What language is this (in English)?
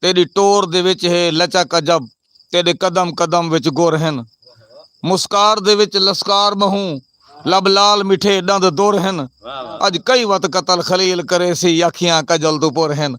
Saraiki